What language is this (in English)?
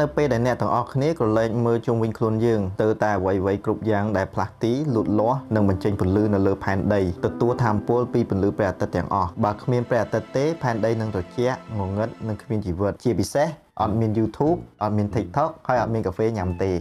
Khmer